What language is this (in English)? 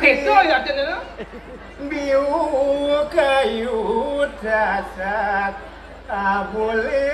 Balinese